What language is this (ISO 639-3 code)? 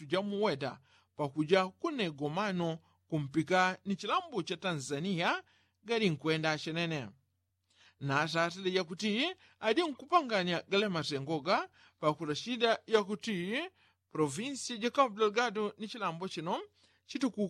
yao